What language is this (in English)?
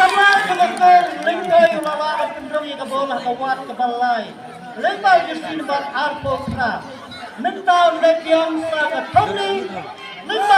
Khasi